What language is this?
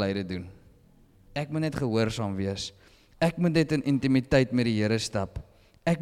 Afrikaans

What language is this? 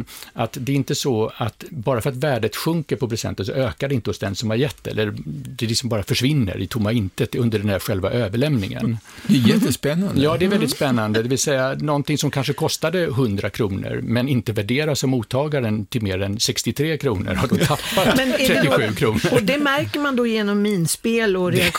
Swedish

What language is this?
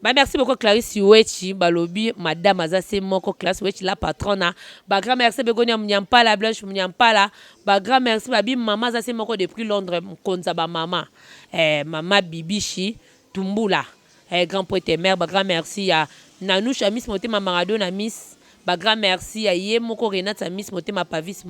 Lingala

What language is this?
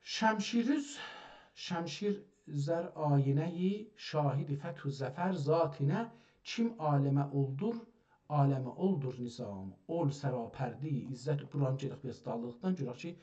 South Azerbaijani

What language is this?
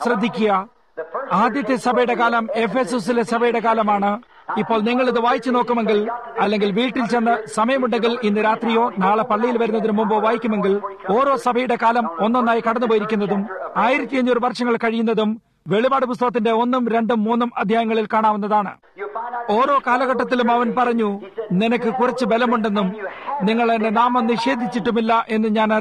Malayalam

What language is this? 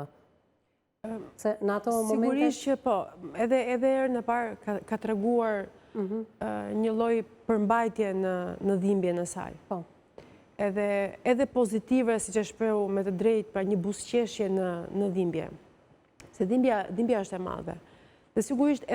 Albanian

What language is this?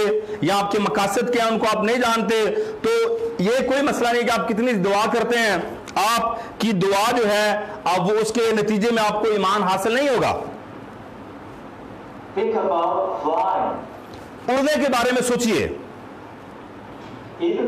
Urdu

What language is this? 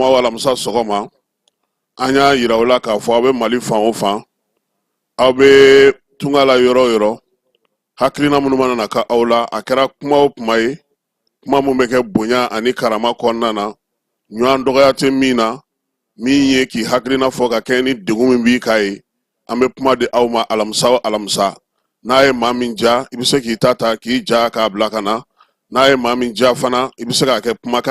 Bambara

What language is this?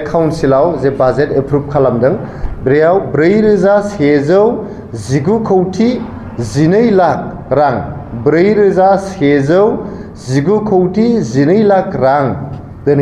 Bodo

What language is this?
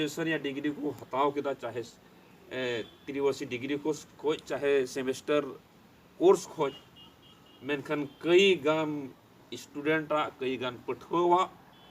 Santali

